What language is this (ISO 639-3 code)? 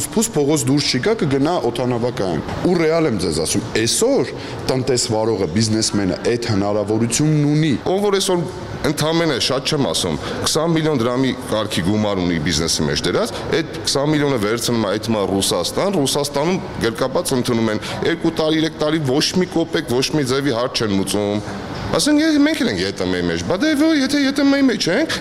hye